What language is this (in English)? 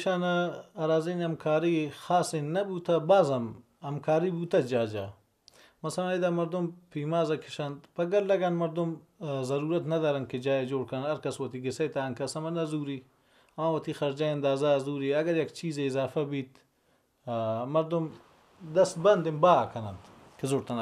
Baluchi